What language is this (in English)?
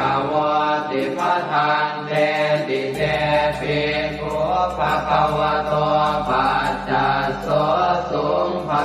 Pali